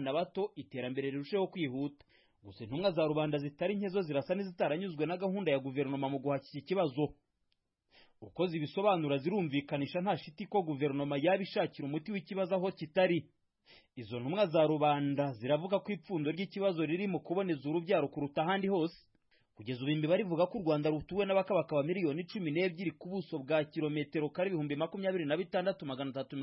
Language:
Kinyarwanda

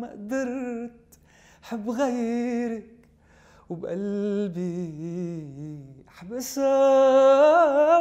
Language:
Mesopotamian Arabic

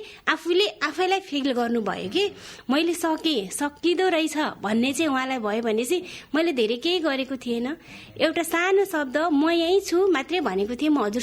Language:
Nepali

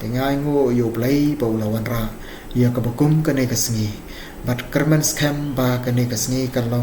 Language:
Khasi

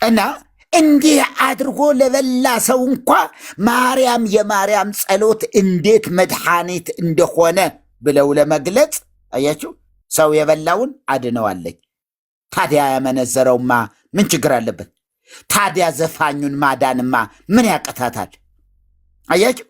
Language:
Amharic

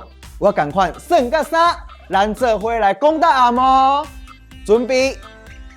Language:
Min Nan Chinese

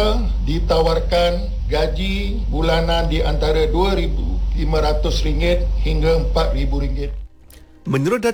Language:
Malay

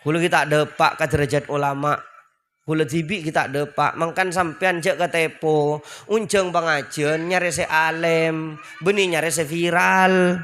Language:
Madurese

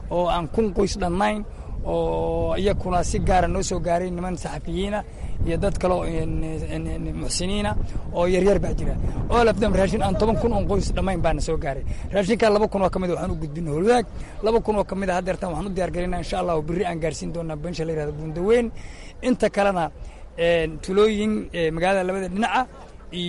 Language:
Somali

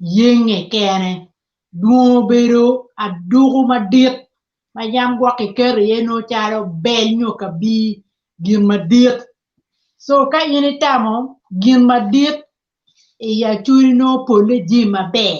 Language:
Acoli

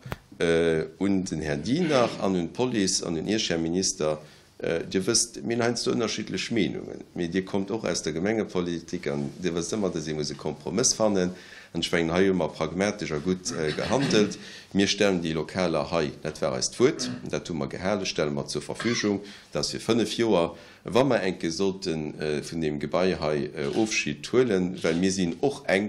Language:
Luxembourgish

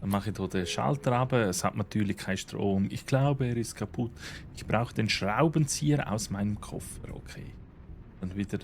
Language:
Swiss German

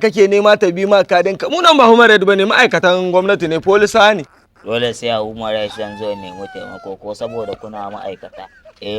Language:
Hausa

